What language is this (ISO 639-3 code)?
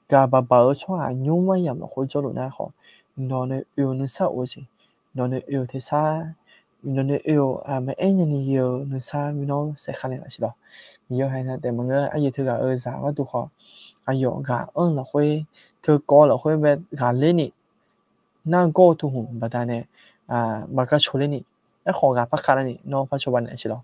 ahk